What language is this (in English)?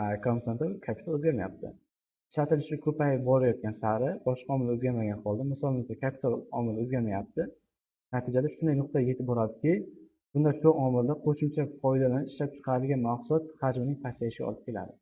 Uzbek